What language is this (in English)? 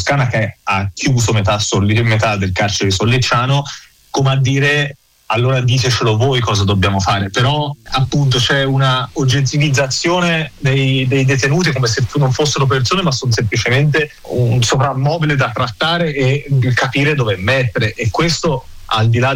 Italian